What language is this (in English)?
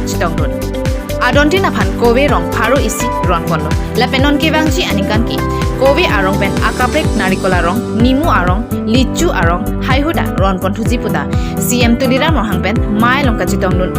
Karbi